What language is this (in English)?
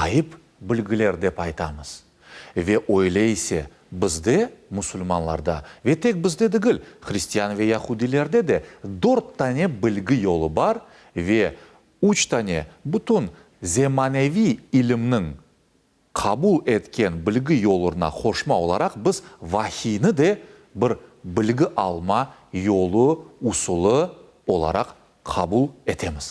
Crimean Tatar